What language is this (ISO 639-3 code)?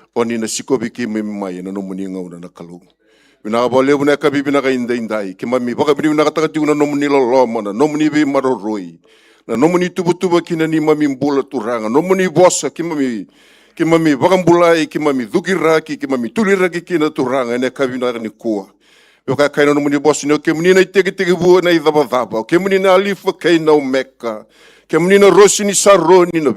fij